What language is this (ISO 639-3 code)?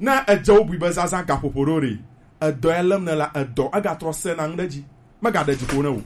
gej